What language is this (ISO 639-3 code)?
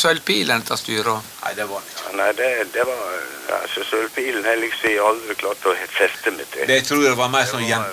nor